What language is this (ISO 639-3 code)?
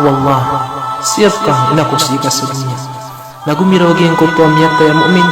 mrw